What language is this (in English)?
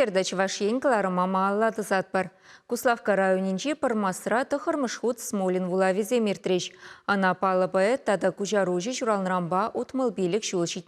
Chuvash